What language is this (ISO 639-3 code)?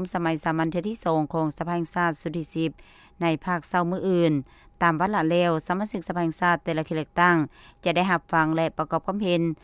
lao